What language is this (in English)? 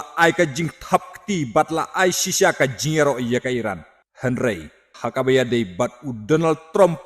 Khasi